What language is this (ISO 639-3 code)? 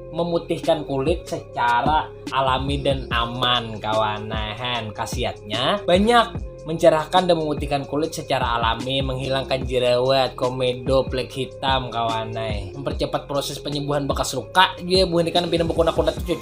bjn